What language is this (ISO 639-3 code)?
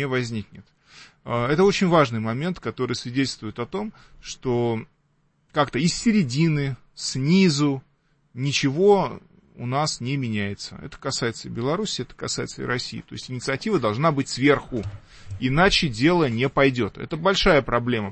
rus